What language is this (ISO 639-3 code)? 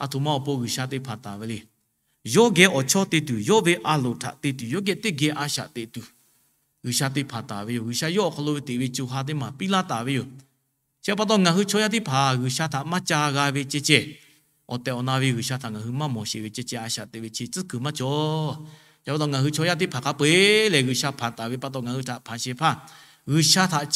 lhu